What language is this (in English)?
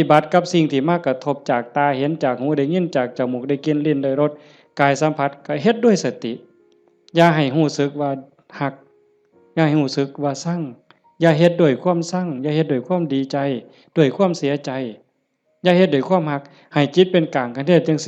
Northeastern Thai